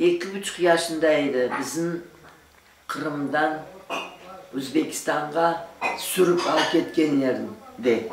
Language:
Crimean Tatar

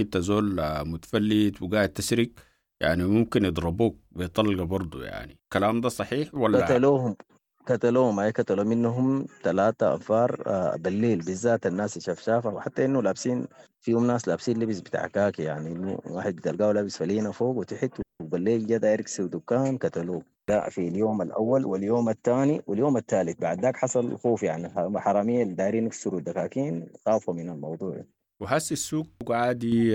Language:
Sudanese Arabic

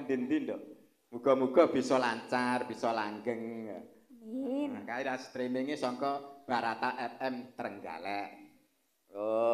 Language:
Javanese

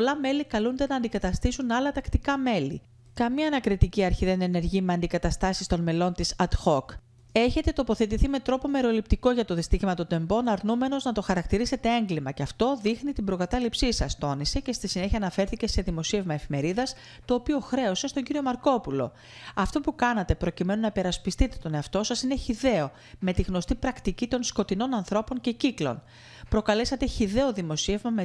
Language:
Greek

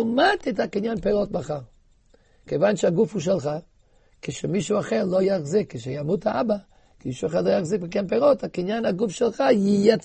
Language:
Hebrew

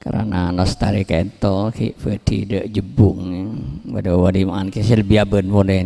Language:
Madurese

